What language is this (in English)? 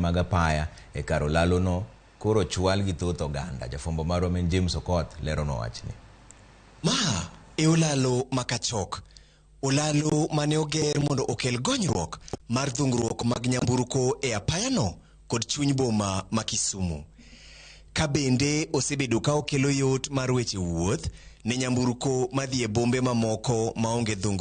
Luo (Kenya and Tanzania)